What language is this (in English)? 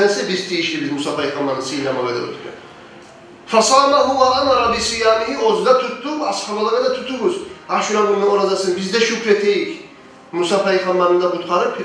Kumyk